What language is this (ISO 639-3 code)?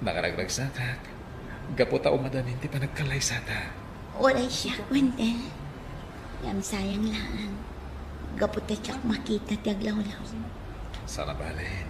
ilo